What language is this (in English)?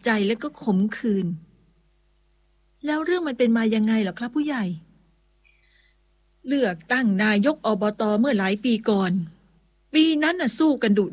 Thai